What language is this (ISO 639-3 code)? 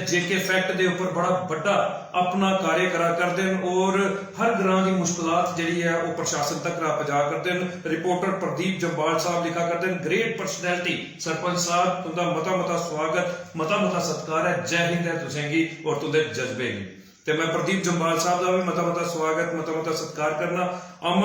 doi